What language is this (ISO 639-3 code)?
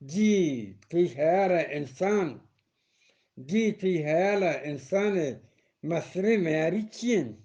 bgp